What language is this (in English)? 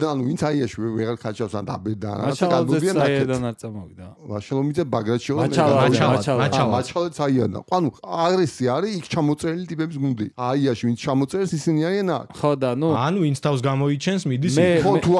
Georgian